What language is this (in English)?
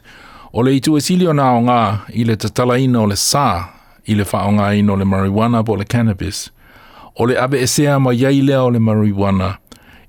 Samoan